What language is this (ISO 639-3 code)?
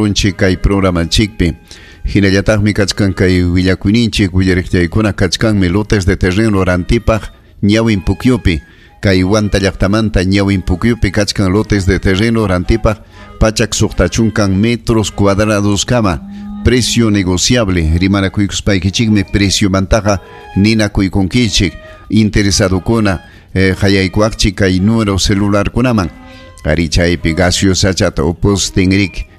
quy